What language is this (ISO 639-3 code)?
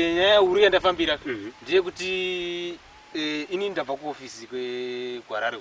sna